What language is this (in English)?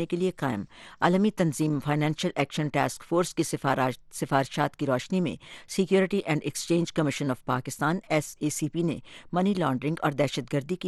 Urdu